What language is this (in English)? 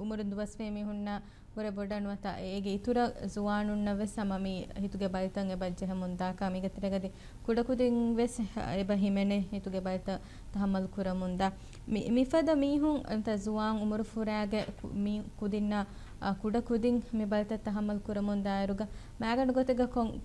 Divehi